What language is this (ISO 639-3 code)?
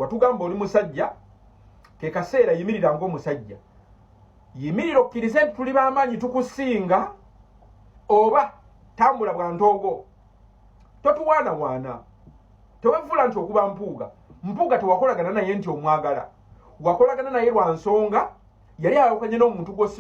lug